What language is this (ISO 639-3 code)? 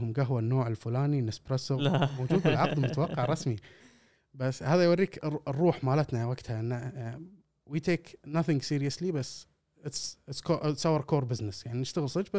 afb